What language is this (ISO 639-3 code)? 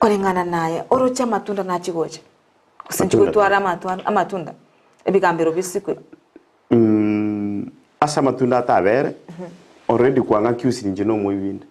guz